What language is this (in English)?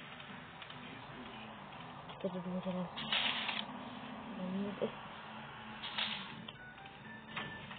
Malay